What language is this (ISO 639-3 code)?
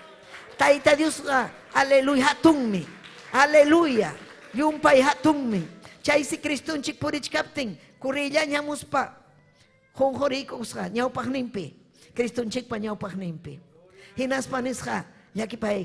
quy